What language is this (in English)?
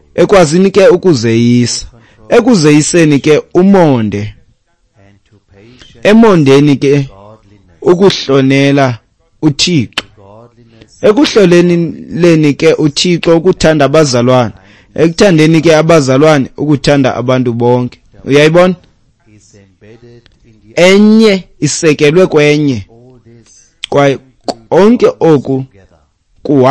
Xhosa